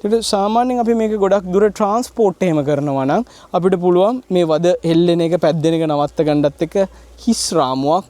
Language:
Sinhala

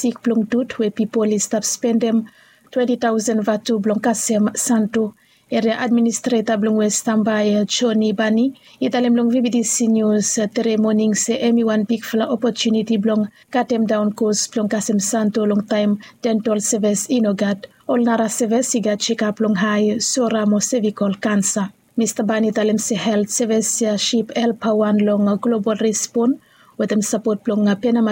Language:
Bislama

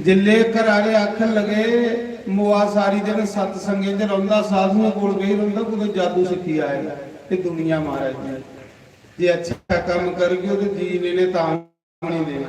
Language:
Dogri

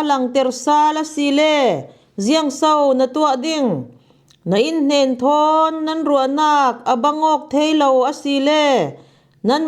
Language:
Falam Chin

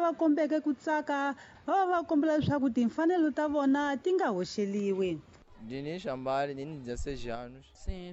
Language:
Tsonga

